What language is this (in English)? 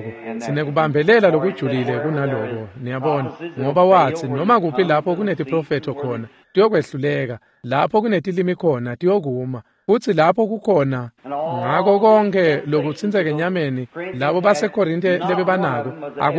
Swati